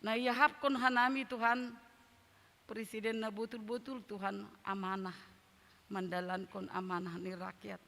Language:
Batak Simalungun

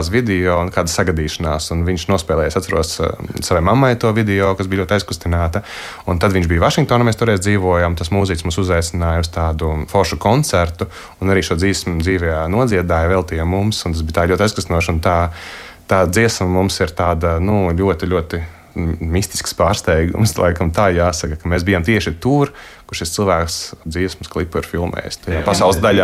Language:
Latvian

